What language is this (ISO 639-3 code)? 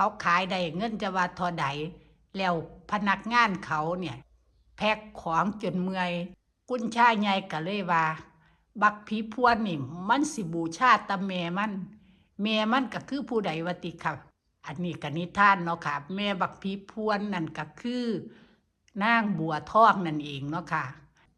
tts